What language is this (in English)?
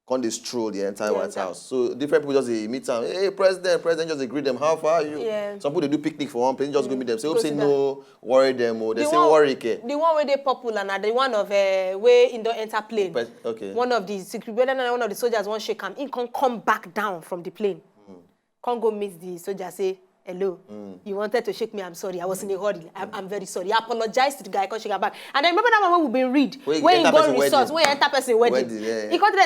Nigerian Pidgin